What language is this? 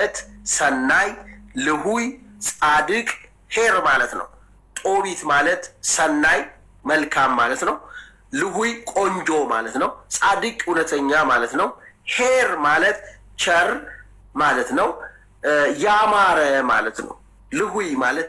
Amharic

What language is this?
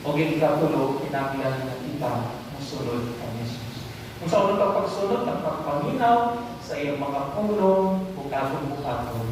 Cebuano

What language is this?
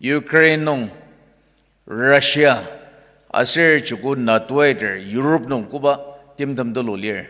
Ao Naga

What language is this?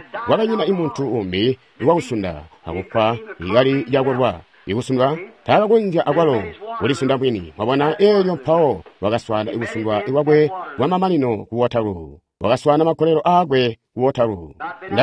Tonga (Zambia)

